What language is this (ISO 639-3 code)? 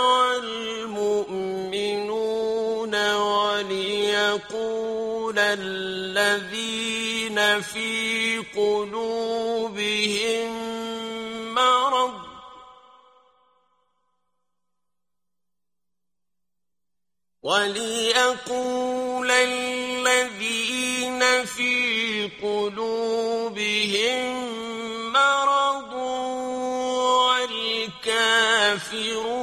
ara